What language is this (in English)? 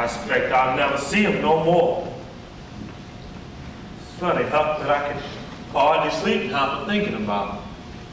English